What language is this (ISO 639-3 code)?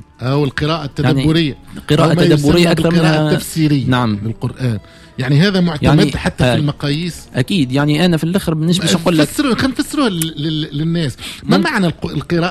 aeb